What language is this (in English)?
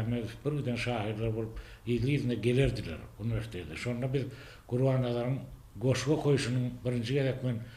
Turkmen